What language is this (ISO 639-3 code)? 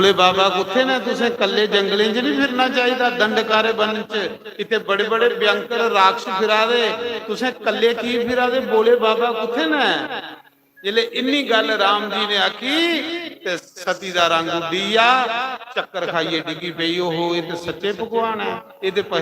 doi